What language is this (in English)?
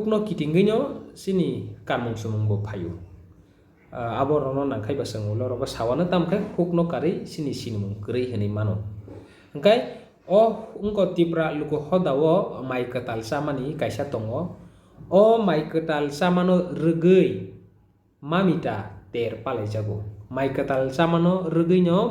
Kok Borok